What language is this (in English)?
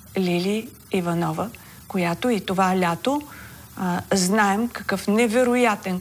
Bulgarian